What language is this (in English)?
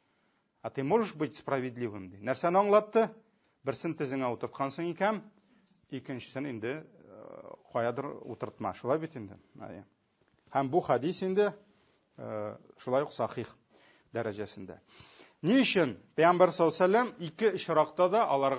Tatar